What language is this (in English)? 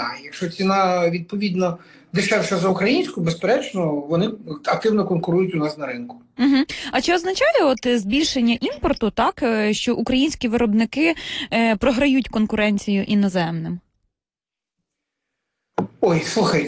Ukrainian